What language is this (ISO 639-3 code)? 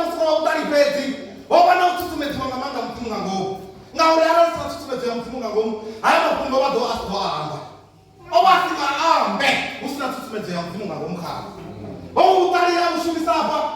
ven